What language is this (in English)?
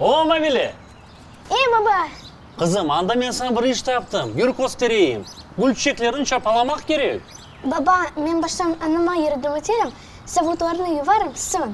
Crimean Tatar